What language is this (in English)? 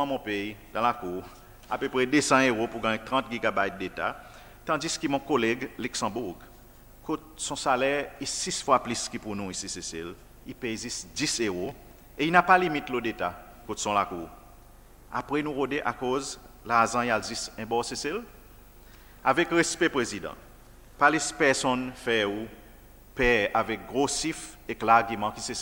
Seselwa Creole French